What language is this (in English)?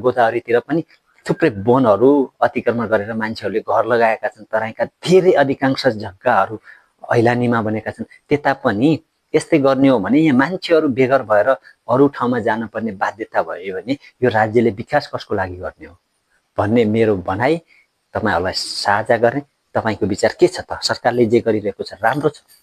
Nepali